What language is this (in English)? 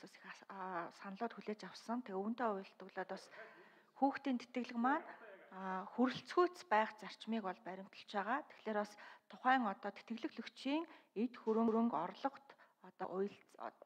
Mongolian